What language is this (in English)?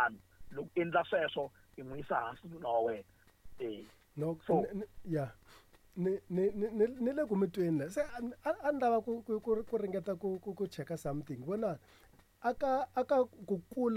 Tsonga